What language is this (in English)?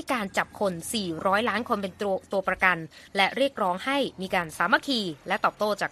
Thai